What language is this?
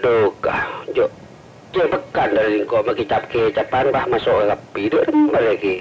Madurese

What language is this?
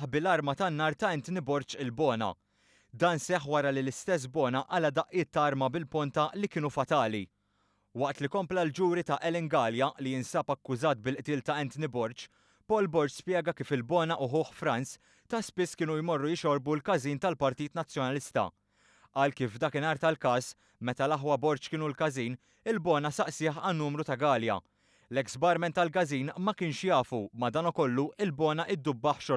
Maltese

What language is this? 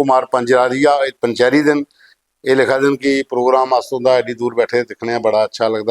Dogri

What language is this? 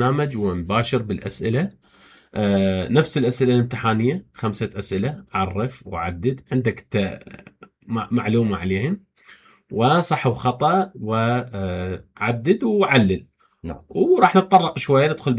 Mesopotamian Arabic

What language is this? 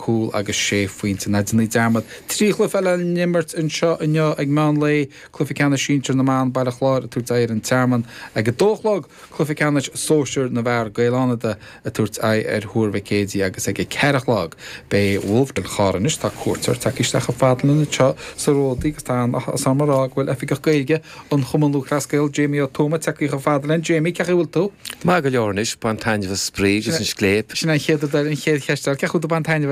Irish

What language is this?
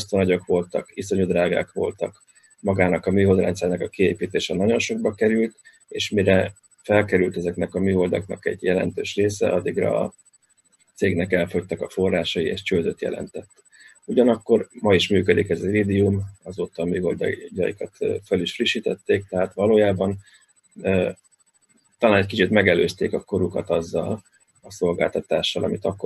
Hungarian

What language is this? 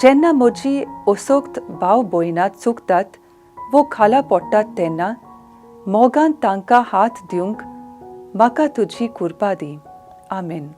Konkani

